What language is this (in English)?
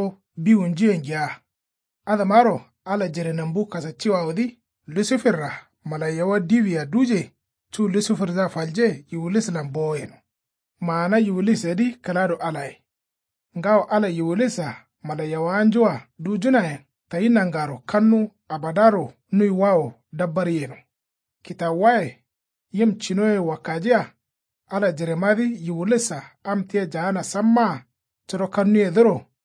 Kanuri